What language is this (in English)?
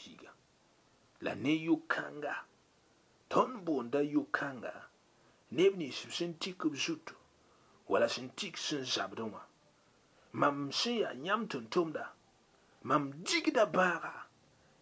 Mossi